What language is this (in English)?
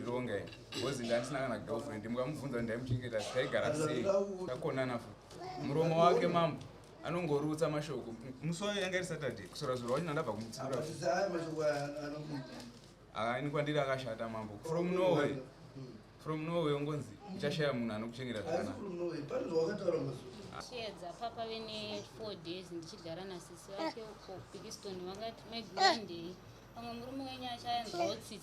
Shona